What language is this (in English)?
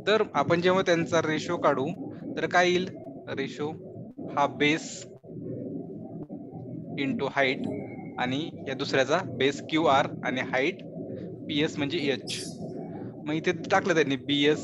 Marathi